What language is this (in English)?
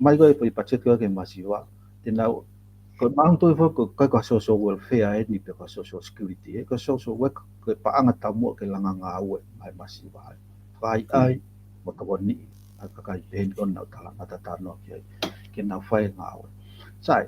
Tongan